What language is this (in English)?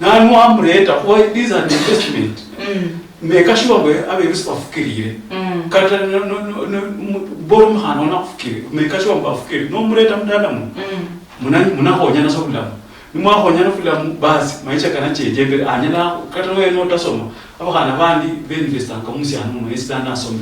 Luyia